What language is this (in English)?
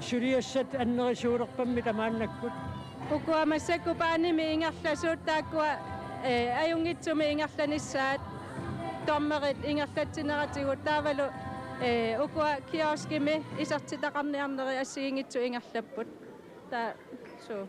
Kalaallisut